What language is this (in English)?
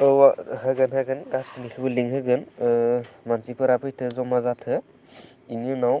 Bodo